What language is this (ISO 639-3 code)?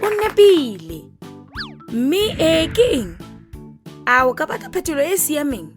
tsn